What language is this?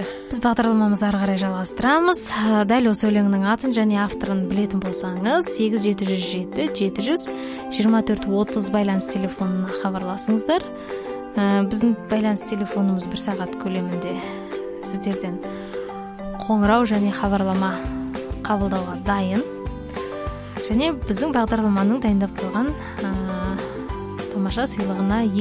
Kazakh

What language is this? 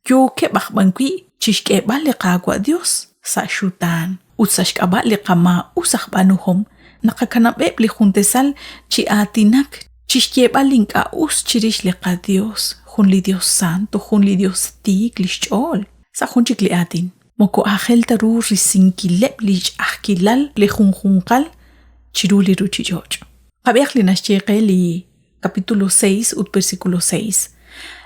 Kekchí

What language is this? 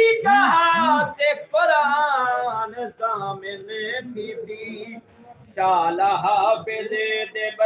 Saraiki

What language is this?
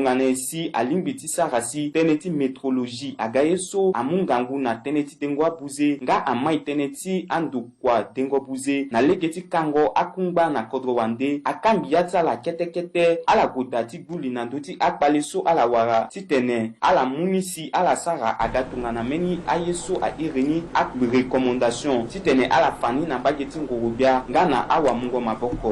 Sango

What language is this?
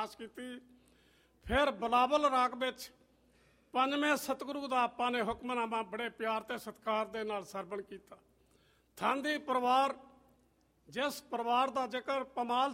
Punjabi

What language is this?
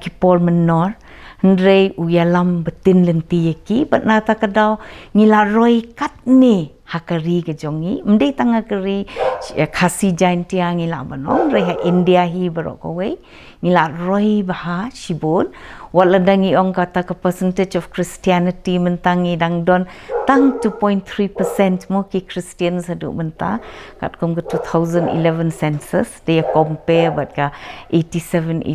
Khasi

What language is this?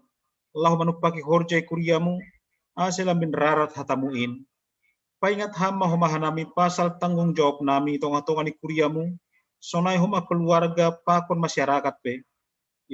Batak Simalungun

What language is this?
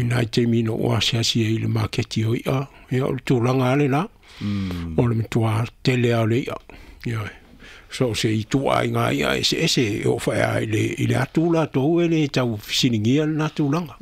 Samoan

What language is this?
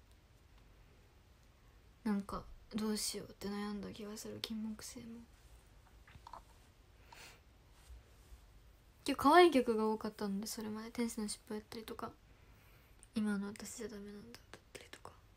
Japanese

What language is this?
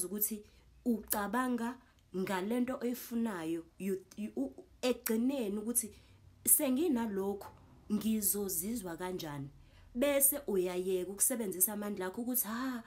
Zulu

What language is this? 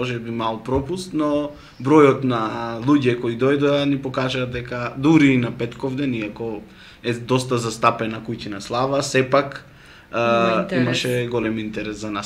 Macedonian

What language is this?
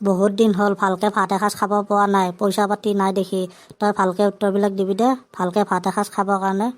Assamese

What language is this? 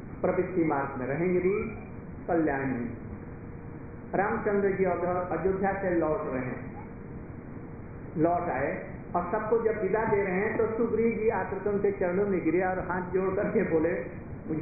Hindi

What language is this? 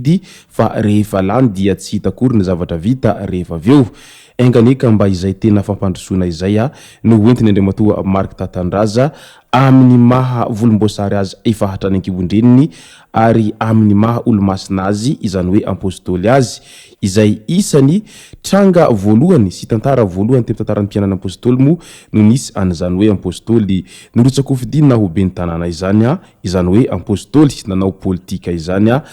Malagasy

